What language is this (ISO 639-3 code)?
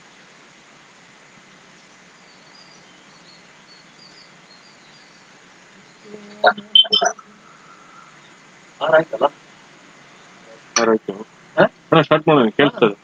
kan